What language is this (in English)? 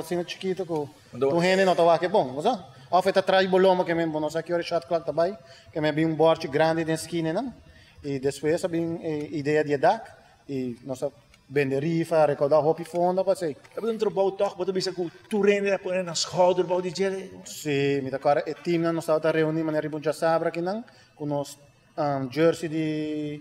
Papiamento